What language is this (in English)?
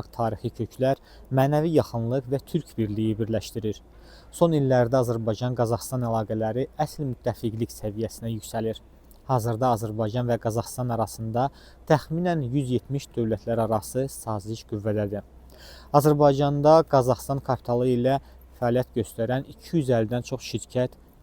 Azerbaijani